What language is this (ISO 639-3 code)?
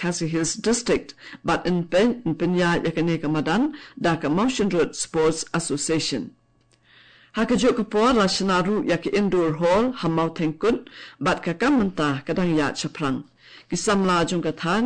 kha